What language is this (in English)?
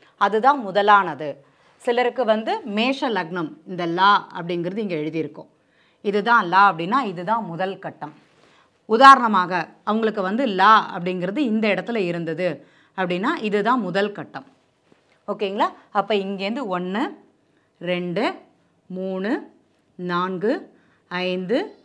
Tamil